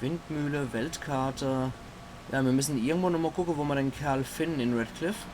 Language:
Palatine German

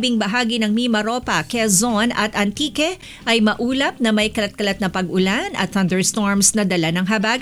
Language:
Filipino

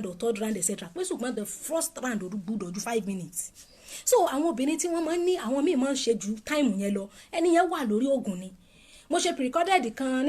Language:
Yoruba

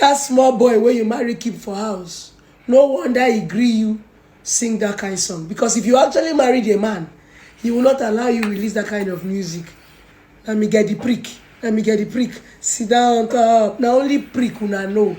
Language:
Nigerian Pidgin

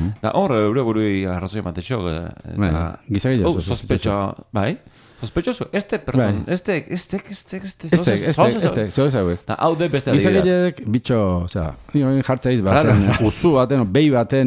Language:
Basque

